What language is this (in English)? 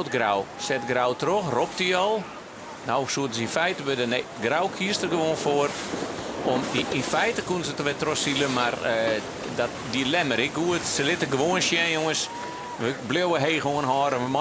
Western Frisian